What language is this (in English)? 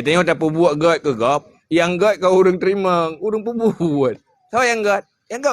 Achinese